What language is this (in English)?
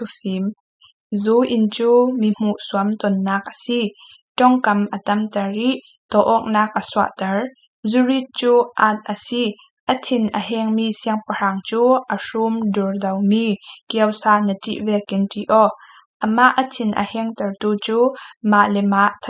Falam Chin